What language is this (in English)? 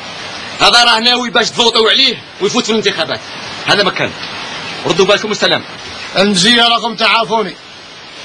Algerian Arabic